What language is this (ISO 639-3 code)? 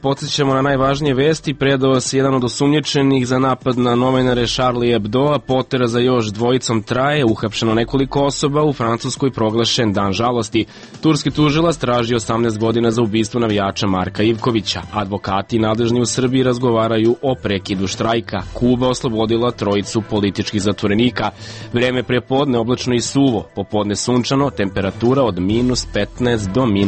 srp